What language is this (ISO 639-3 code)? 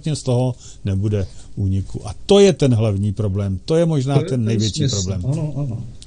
ces